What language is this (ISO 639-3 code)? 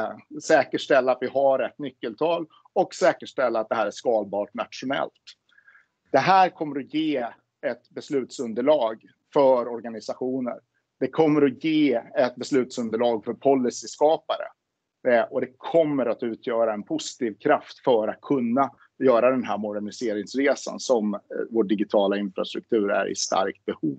swe